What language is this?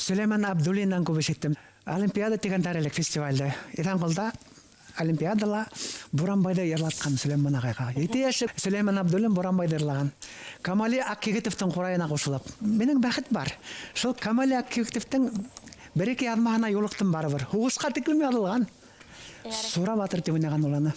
Bashkir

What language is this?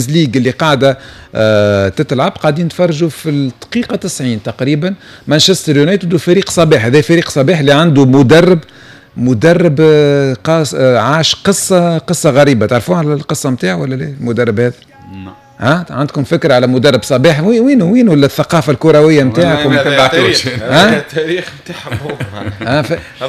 Tunisian Arabic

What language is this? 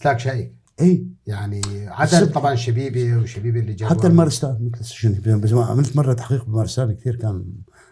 North Levantine Arabic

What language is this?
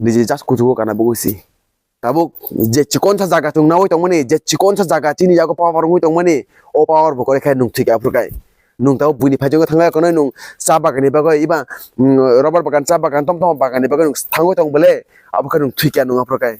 Kok Borok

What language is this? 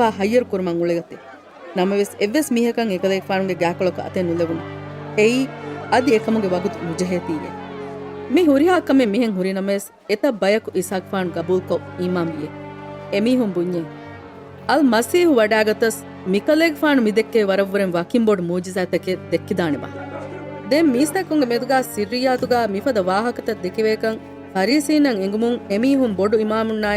Divehi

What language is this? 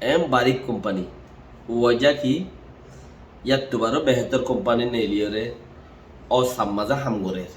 Rohingya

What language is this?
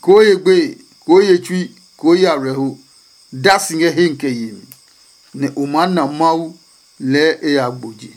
Adangme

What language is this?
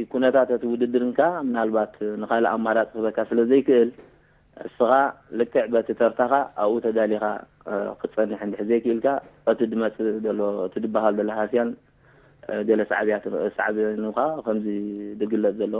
Tigrinya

